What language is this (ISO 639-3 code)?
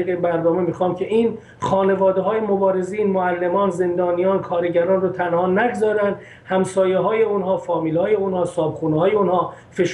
fas